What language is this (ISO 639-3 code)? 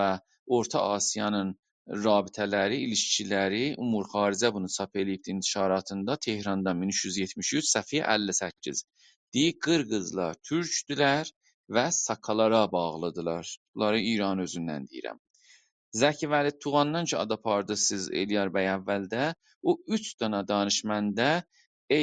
azb